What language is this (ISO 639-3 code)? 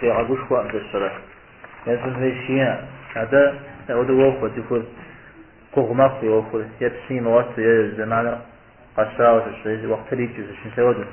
kbd